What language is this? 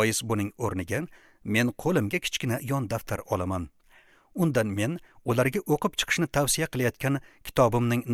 Uzbek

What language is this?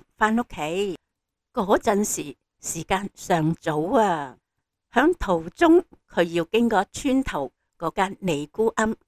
Cantonese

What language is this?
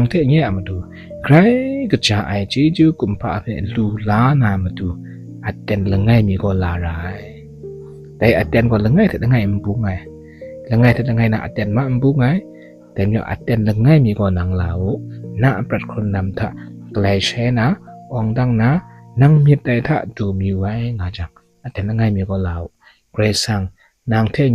Kachin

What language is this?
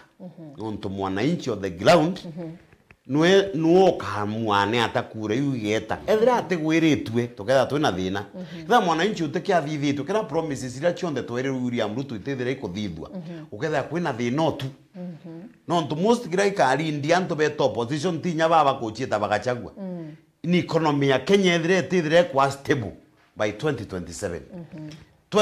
Meru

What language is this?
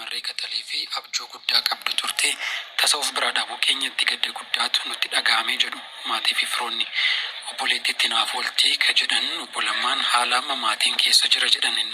Oromo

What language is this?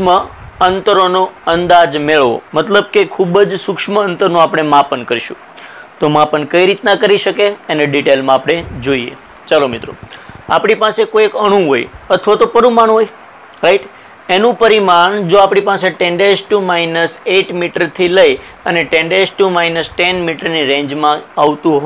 Gujarati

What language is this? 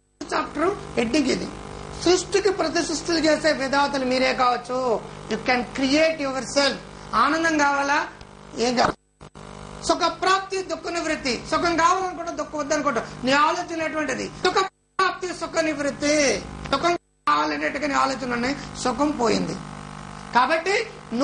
Telugu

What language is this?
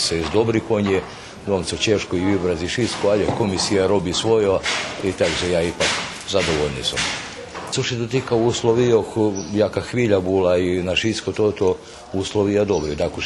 Rusyn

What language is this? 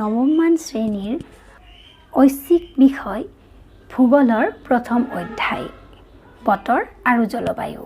Assamese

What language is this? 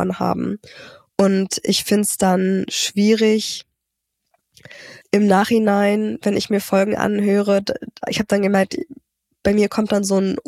German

